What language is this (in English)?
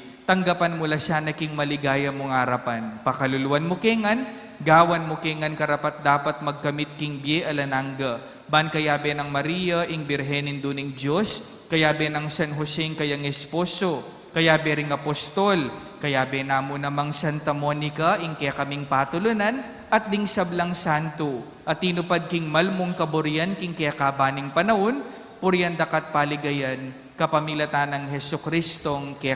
Pampanga